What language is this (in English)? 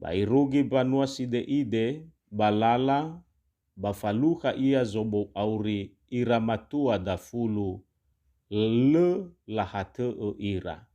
Nias